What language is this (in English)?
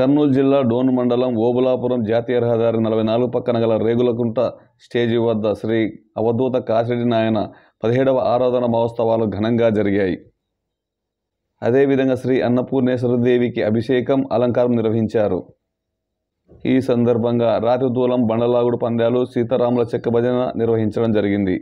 Telugu